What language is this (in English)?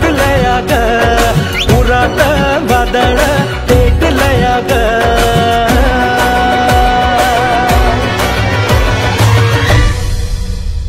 Marathi